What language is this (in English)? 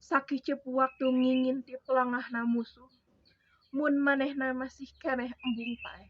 Sundanese